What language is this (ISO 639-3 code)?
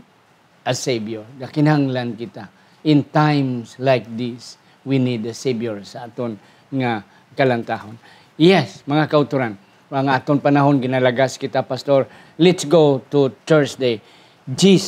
hil